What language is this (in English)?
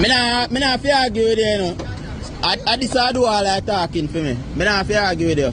Jamaican Creole English